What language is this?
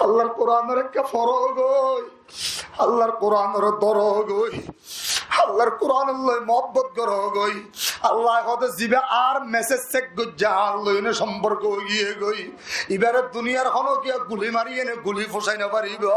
Rohingya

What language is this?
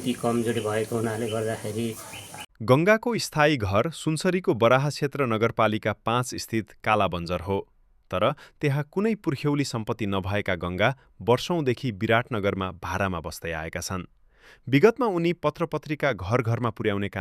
Nepali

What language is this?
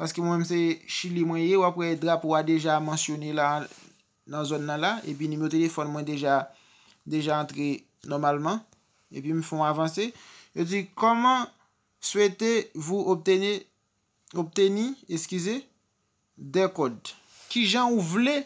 Haitian Creole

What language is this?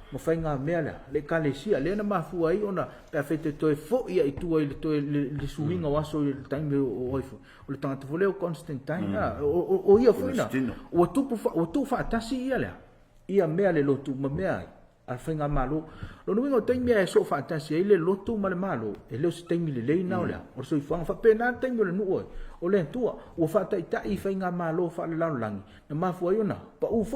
Samoan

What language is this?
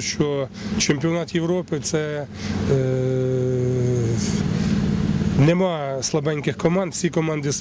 Ukrainian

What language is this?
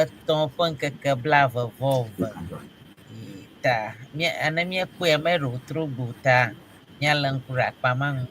Ewe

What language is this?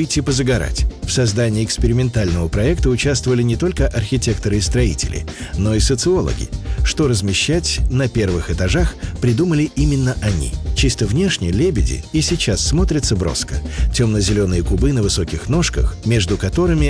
Russian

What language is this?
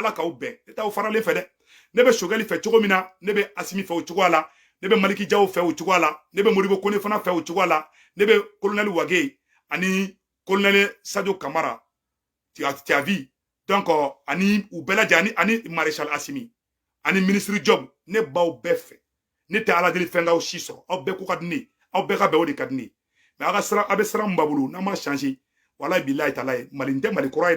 Bambara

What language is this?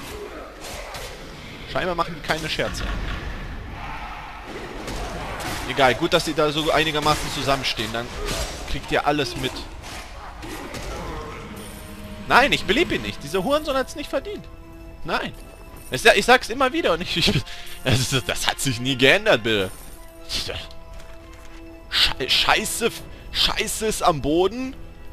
German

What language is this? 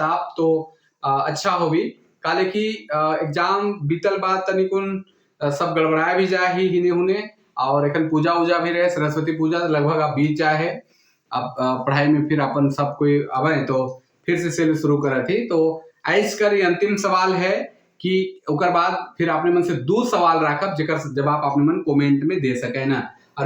Sadri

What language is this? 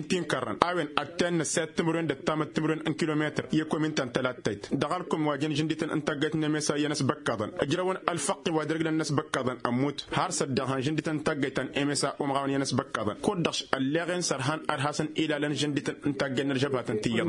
Tamasheq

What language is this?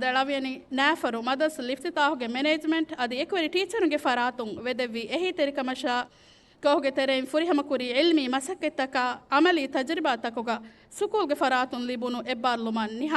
Divehi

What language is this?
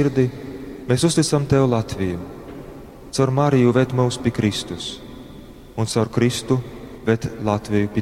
Latgalian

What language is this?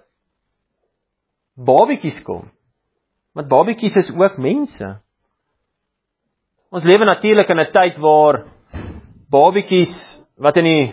Afrikaans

